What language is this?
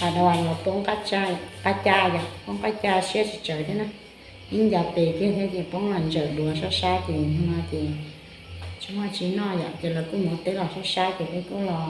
Hmong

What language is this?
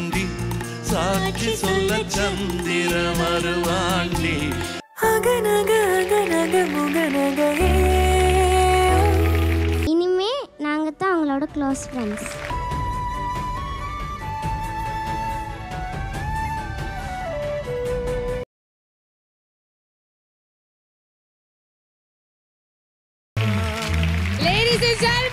Tamil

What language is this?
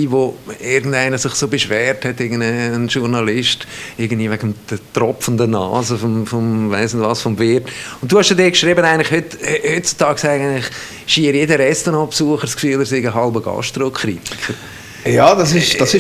Swiss German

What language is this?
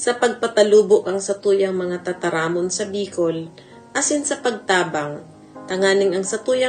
Bikol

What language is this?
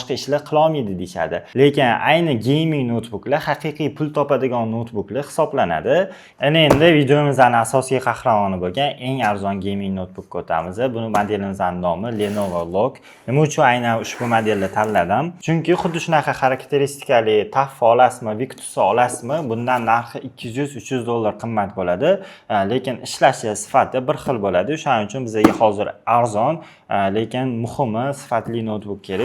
Uzbek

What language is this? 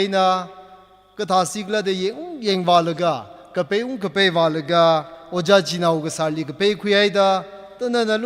Tangkhul Naga (India)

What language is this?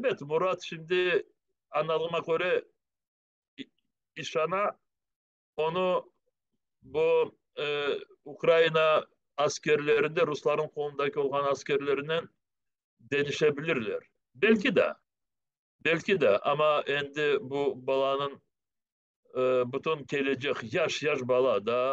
Crimean Tatar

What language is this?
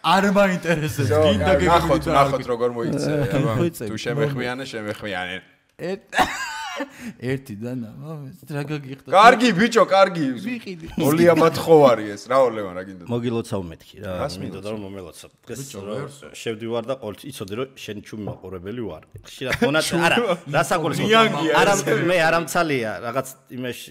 Georgian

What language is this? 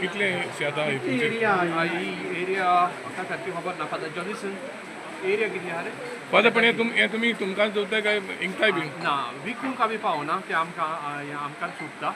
Konkani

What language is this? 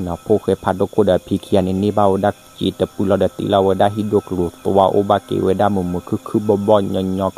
S'gaw Karen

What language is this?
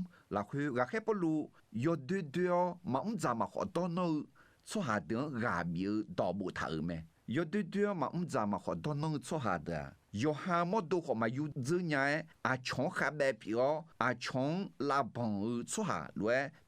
Akha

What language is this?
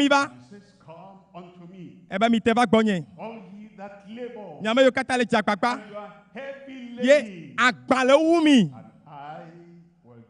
Ewe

